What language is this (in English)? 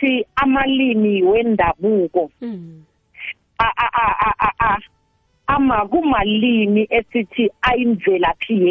South Ndebele